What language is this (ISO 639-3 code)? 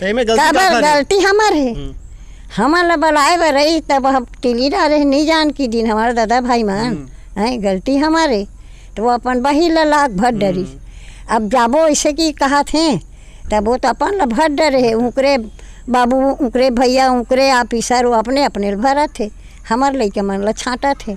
hne